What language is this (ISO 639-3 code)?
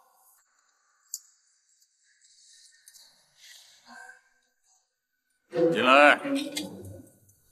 zho